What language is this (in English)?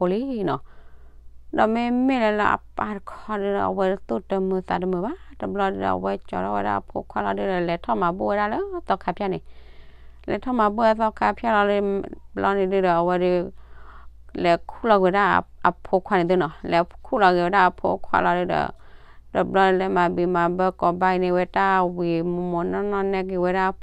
S'gaw Karen